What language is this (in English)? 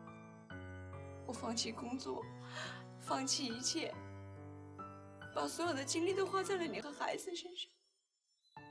Chinese